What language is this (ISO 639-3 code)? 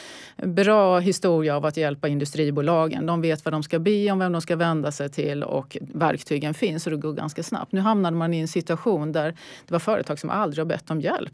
swe